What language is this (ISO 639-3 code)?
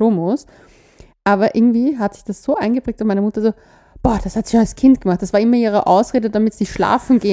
deu